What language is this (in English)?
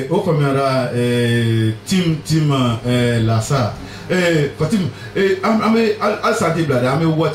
Bambara